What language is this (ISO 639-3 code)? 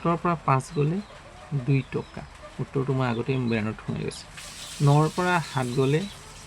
asm